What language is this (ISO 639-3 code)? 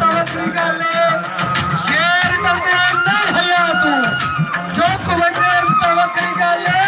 skr